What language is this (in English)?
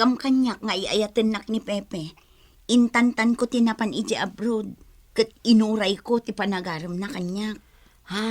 Iloko